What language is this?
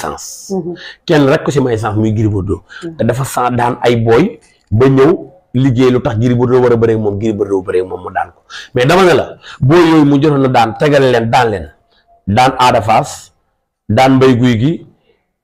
Wolof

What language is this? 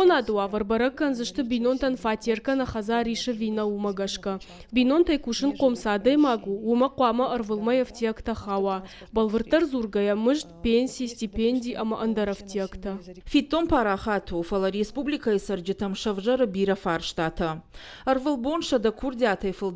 Ossetic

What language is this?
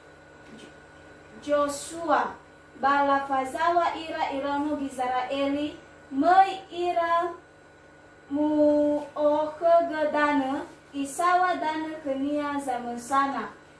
Nias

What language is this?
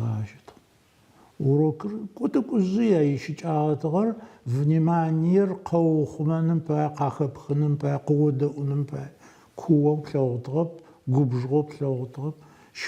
Adyghe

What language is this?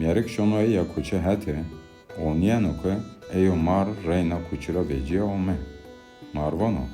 Zaza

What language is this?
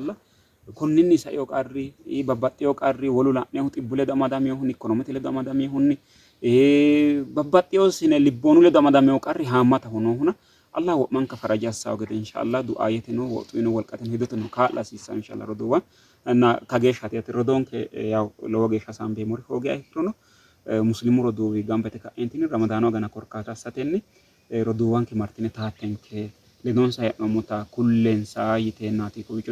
Sidamo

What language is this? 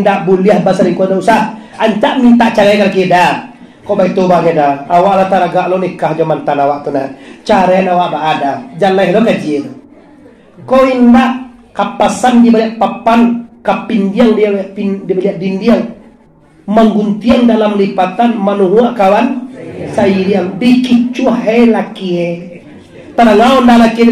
Minangkabau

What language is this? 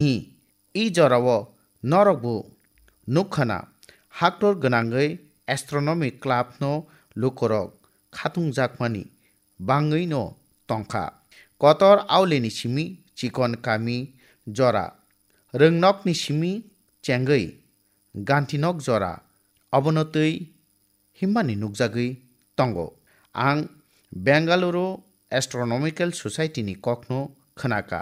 Kok Borok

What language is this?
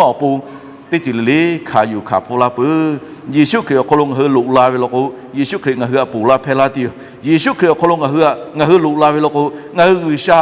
Lahu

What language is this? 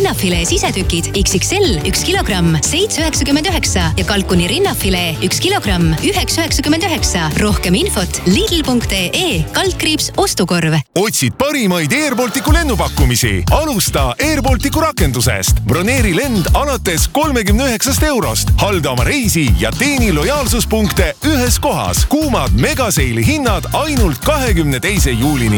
Estonian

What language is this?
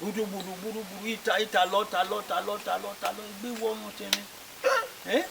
Bini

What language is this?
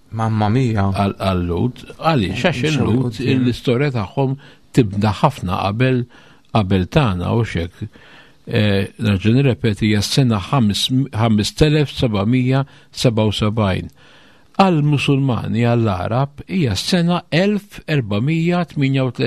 Maltese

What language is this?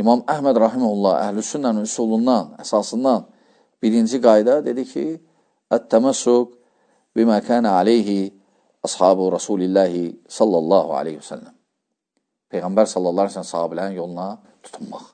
Azerbaijani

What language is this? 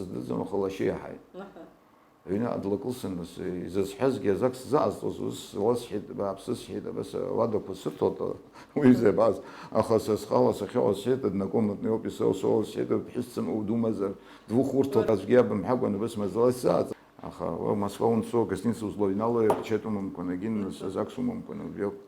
Abkhazian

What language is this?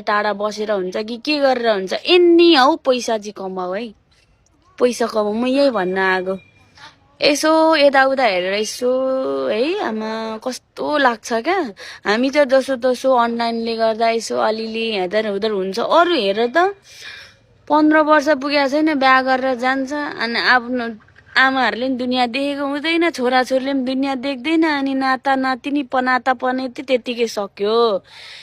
Nepali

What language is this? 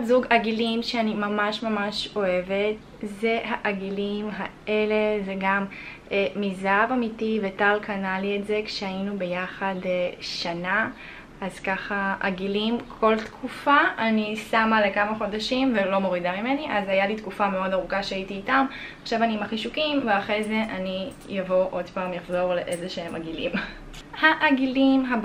Hebrew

